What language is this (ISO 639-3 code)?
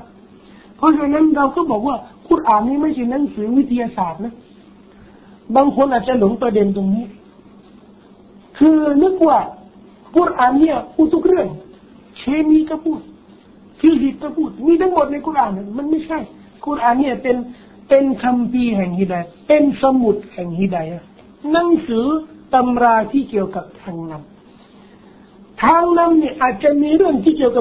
tha